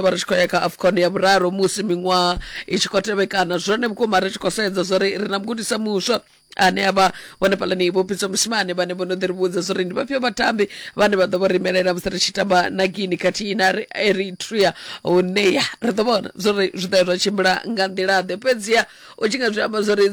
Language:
Venda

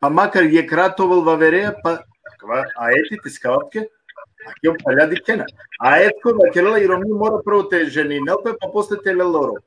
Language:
Balkan Romani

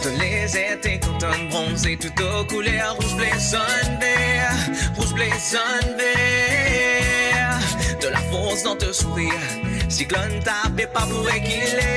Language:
Morisyen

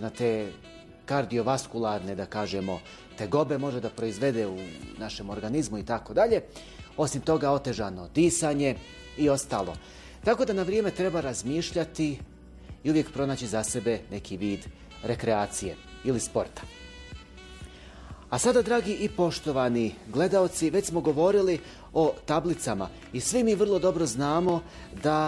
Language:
Bosnian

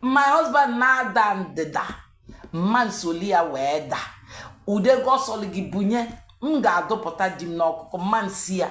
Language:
Igbo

